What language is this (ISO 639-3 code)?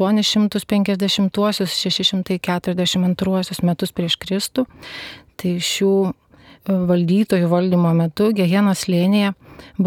lit